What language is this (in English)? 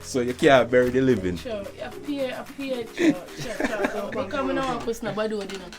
Jamaican Creole English